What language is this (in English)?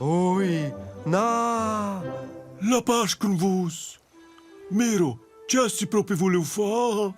Romansh